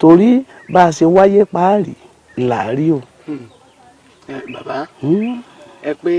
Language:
Yoruba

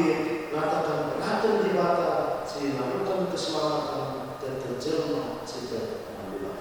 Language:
Batak Karo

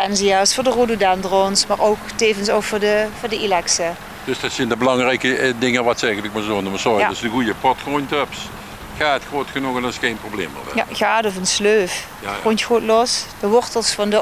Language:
Limburgish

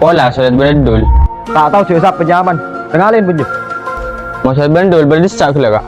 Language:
Madurese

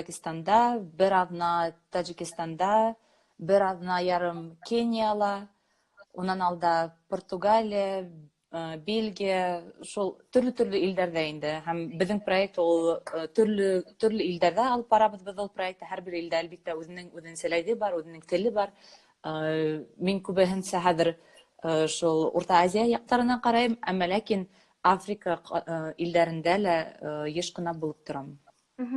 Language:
Bashkir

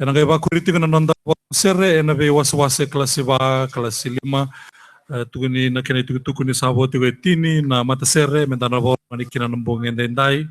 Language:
Fijian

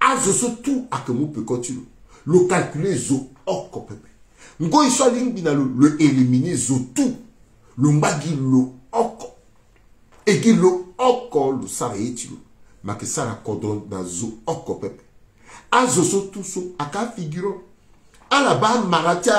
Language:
Sango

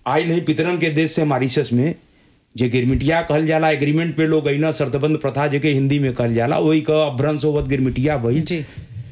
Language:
Bhojpuri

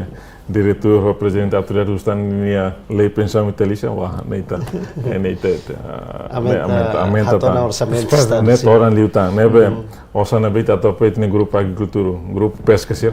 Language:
Tetum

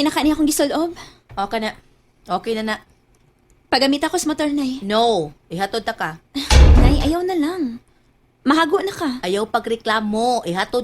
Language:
Cebuano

